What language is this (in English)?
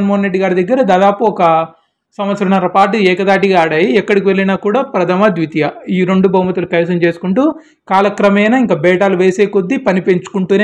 Telugu